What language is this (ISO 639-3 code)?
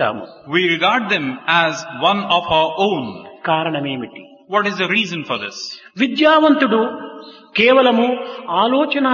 tel